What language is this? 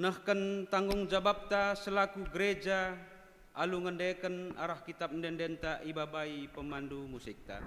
Batak Karo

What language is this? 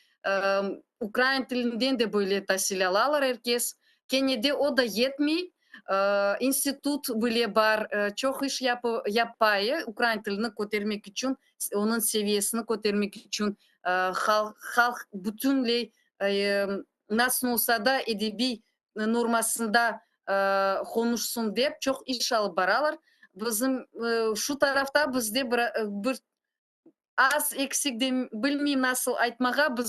Crimean Tatar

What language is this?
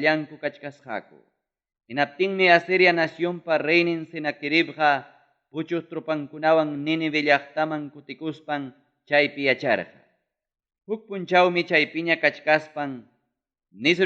Ayacucho Quechua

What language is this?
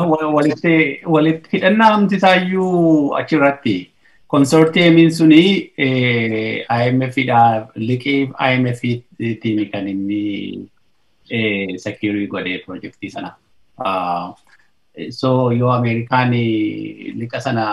Oromo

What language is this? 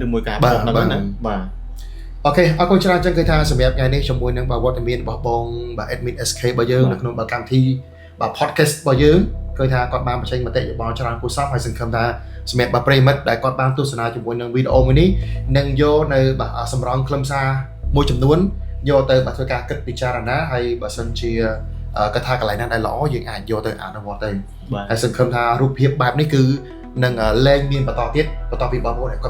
Khmer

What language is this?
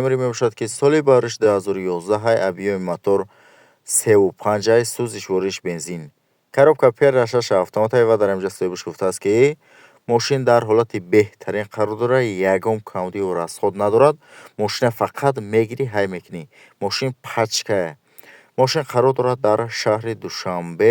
Tajik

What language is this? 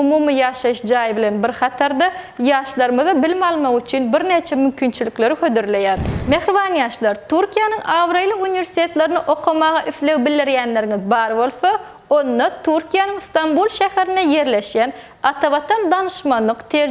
Turkmen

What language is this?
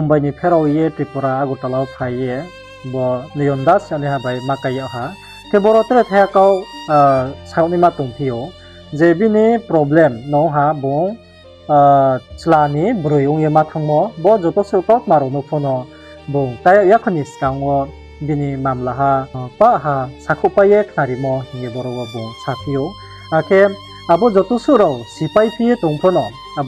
Riang (India)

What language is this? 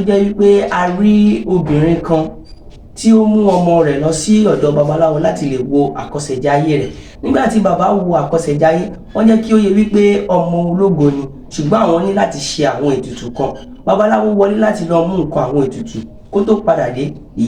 Yoruba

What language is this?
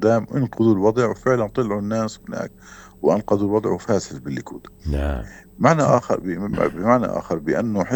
North Levantine Arabic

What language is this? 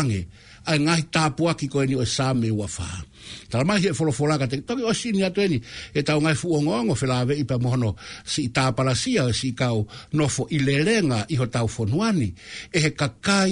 Tongan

